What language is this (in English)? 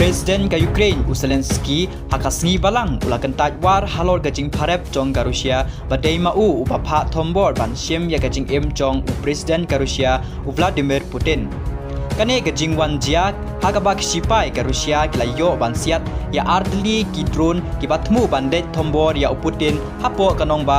Khasi